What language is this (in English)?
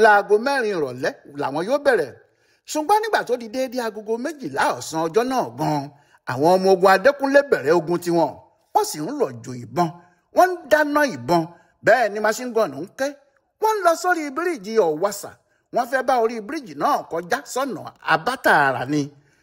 Yoruba